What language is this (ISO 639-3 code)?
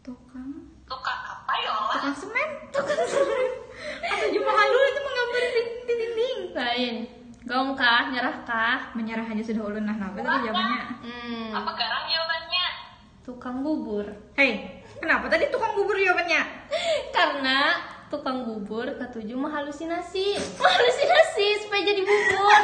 bjn